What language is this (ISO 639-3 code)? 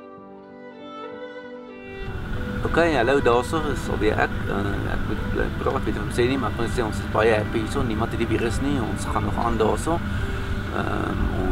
afr